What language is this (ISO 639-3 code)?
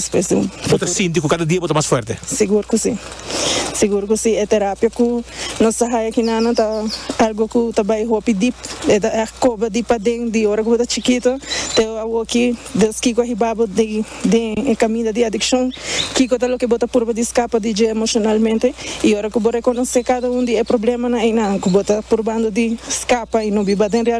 pap